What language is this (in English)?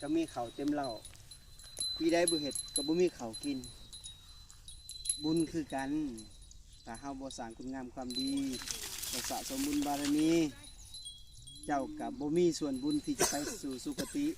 Lao